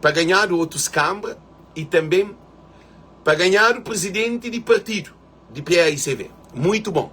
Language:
Kabuverdianu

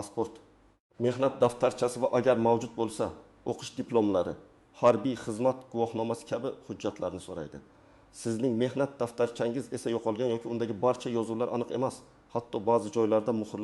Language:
Uzbek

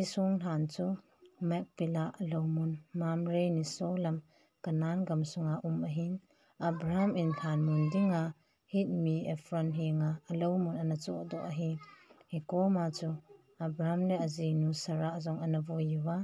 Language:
Thado Chin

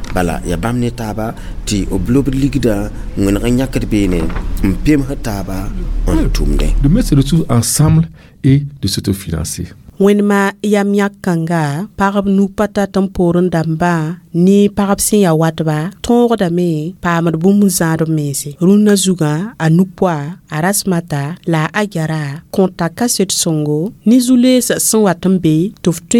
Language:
Mossi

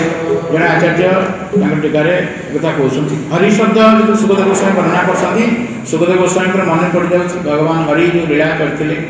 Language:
Odia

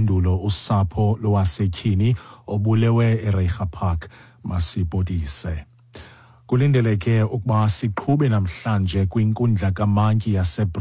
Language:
Xhosa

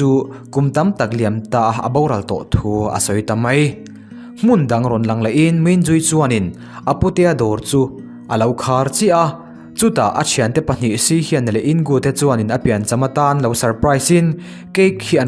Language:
Mizo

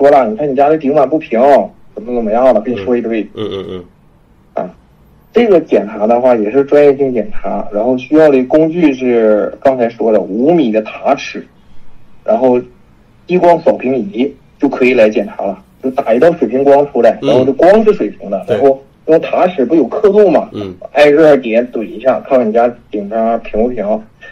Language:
Chinese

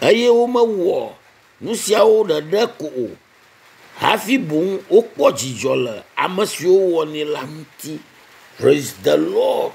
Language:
Ewe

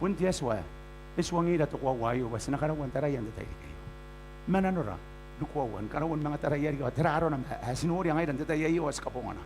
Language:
Gilbertese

